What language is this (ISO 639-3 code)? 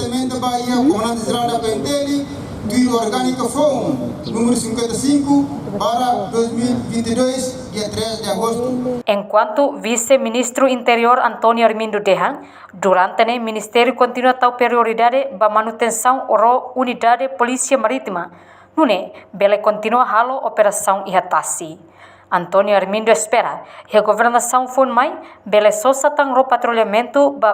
tet